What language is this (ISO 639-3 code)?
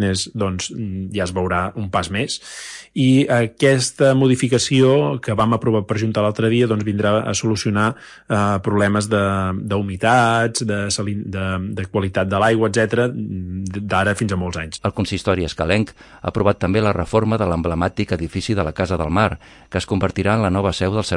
cat